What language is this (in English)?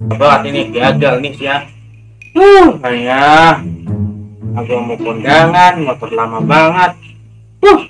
Betawi